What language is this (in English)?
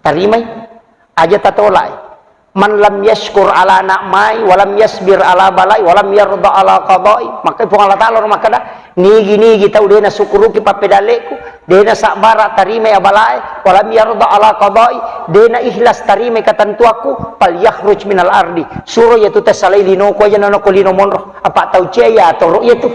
Buginese